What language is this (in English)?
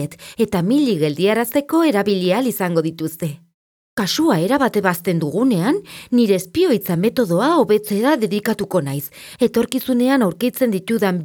Basque